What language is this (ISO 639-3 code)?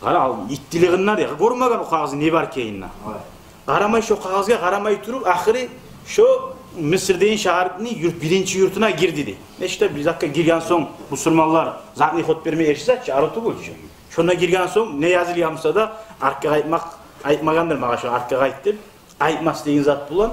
kum